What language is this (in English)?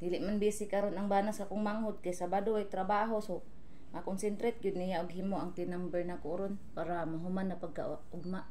Cebuano